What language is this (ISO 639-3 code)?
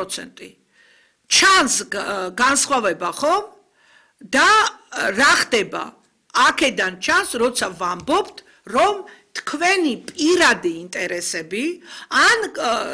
kat